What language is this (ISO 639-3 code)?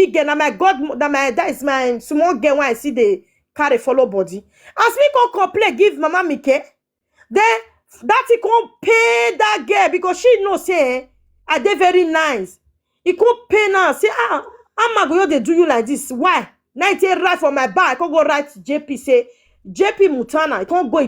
pcm